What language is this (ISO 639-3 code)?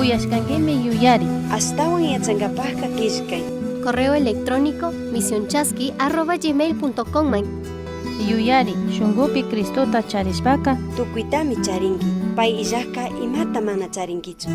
qug